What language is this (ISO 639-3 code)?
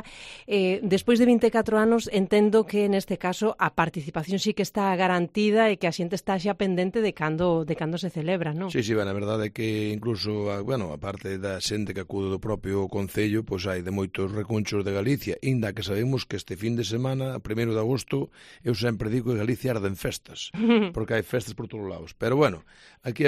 glg